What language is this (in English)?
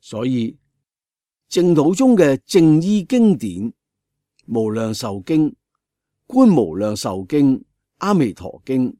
Cantonese